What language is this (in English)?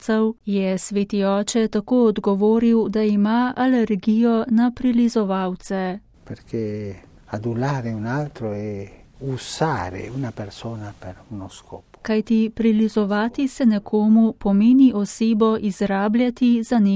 Slovenian